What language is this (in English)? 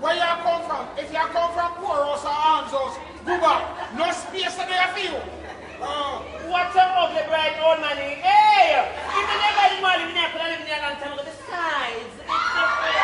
Jamaican Creole English